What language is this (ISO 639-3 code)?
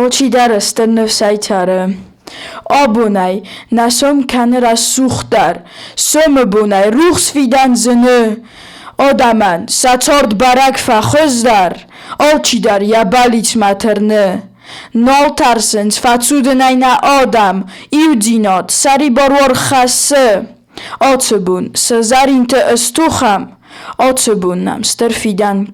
oss